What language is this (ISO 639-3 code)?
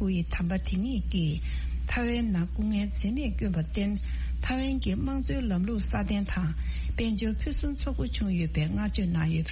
bod